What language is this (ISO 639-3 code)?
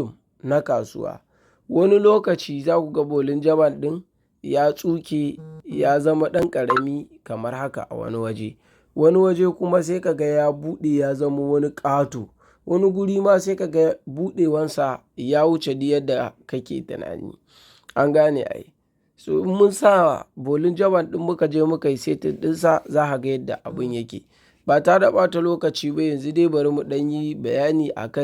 hau